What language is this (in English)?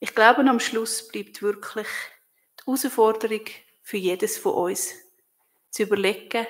Swiss German